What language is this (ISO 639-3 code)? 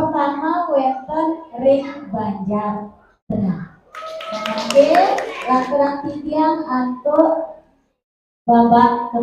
ban